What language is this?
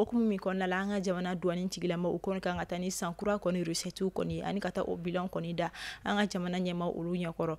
Bambara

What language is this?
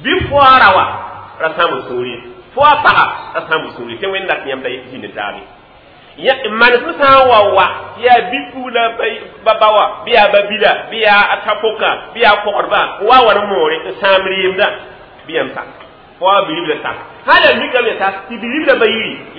Mossi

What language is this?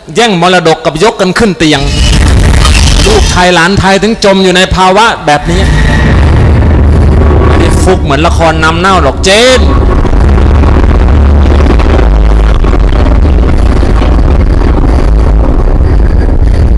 Thai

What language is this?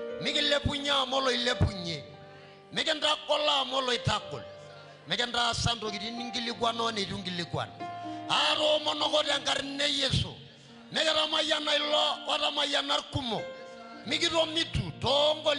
Masai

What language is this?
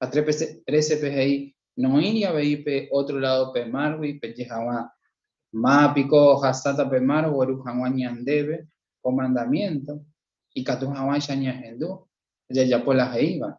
Guarani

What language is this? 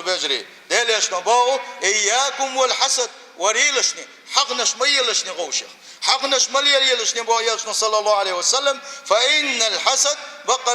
Chechen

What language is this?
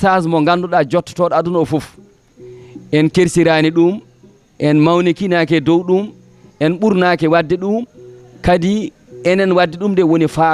Fula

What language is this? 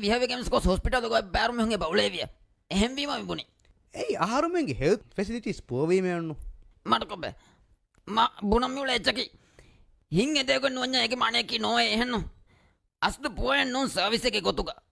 Divehi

